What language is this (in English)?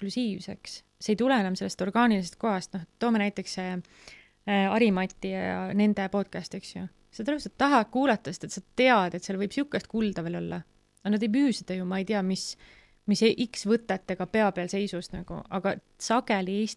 Estonian